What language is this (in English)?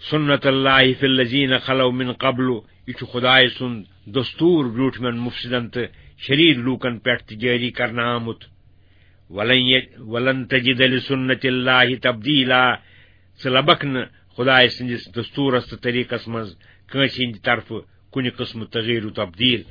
Kashmiri